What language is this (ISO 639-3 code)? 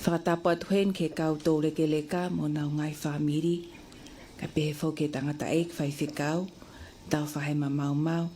ton